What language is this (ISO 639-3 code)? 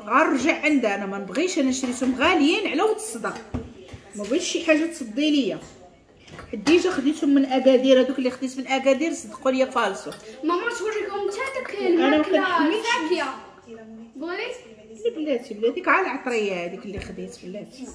ary